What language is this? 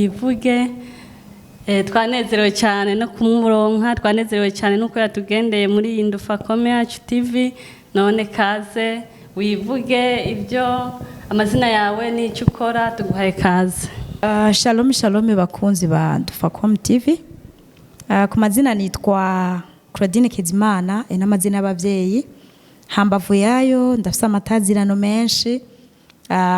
Rundi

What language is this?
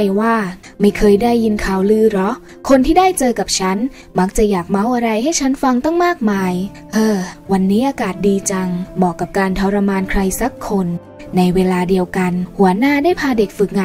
Thai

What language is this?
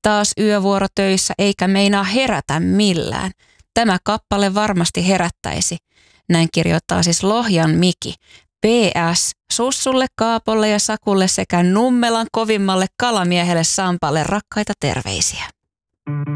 Finnish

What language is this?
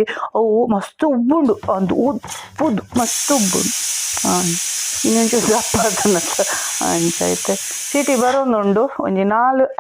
Tulu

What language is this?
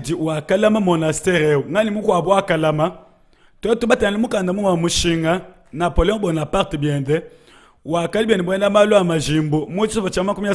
Luba-Lulua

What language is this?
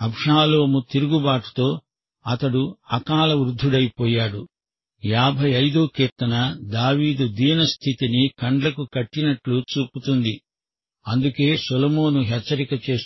Telugu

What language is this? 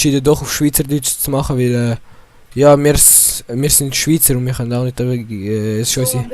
Swiss German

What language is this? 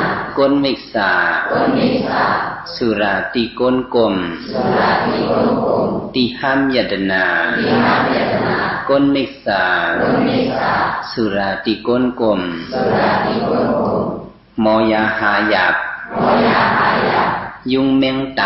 Shan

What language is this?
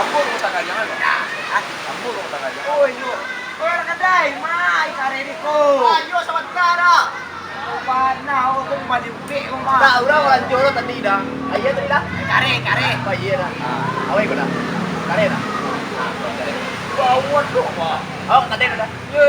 Minangkabau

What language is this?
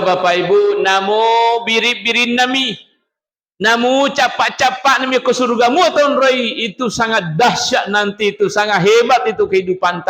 Buginese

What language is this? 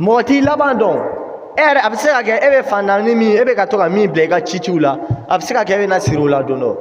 Bambara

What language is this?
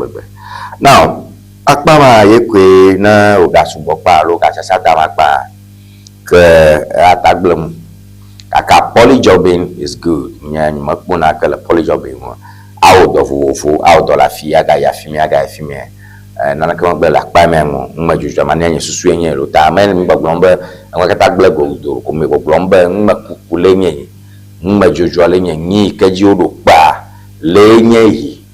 Ewe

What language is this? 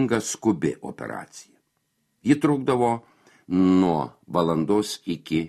Lithuanian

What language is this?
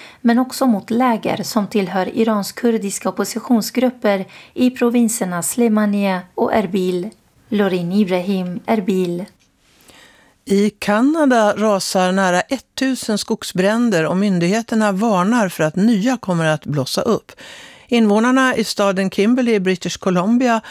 Swedish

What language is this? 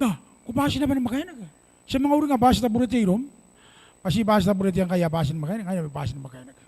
Gilbertese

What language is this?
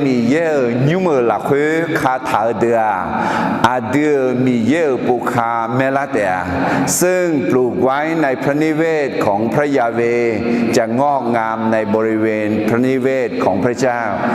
Akha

